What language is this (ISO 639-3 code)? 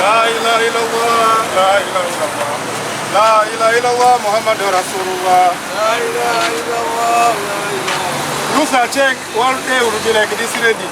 xog